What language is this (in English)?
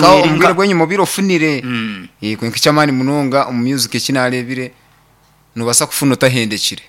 Nyankole